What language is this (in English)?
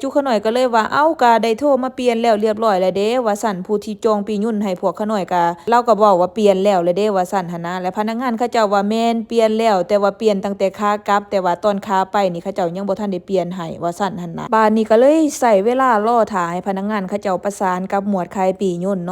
Lao